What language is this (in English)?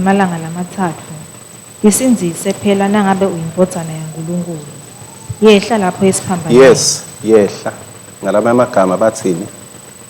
Swati